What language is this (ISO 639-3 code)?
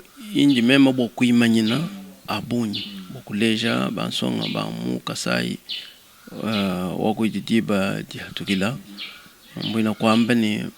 lua